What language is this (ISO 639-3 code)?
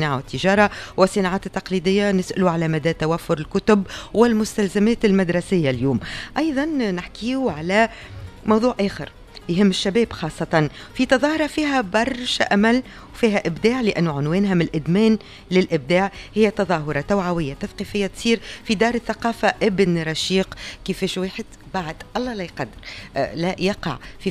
aeb